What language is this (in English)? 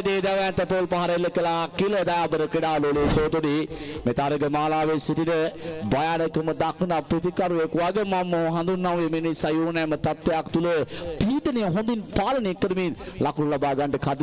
Sinhala